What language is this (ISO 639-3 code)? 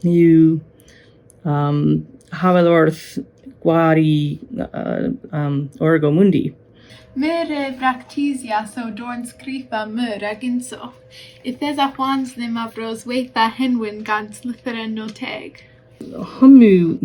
cor